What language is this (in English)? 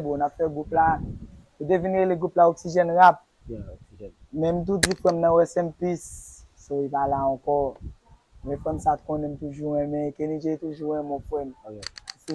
Haitian Creole